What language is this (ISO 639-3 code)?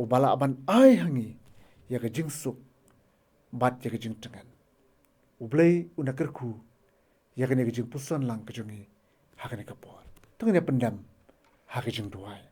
kha